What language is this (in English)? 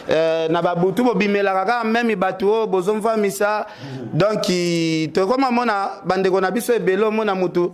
Lingala